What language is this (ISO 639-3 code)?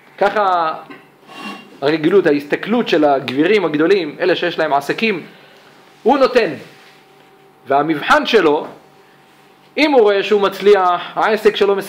heb